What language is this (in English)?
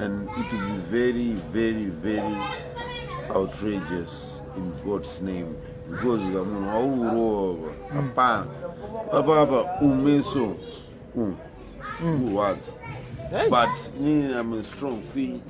Shona